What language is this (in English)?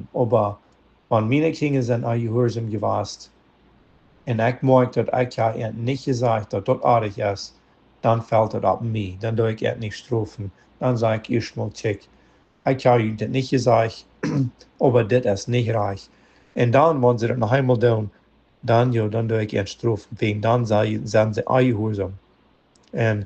Plautdietsch